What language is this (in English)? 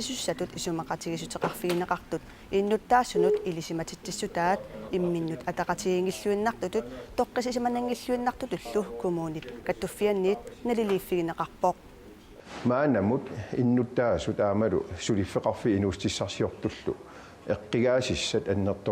Kalaallisut